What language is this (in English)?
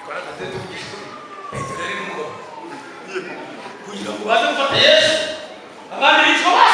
Kinyarwanda